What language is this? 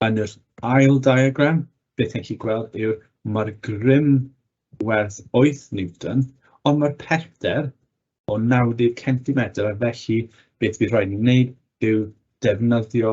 Welsh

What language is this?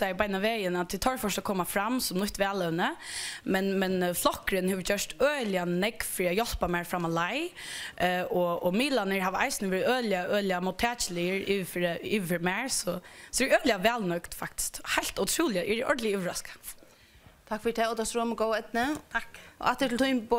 Faroese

